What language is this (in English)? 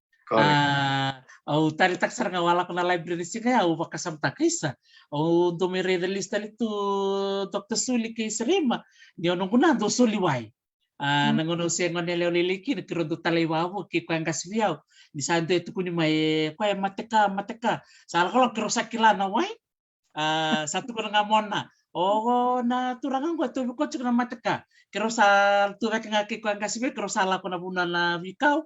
Fijian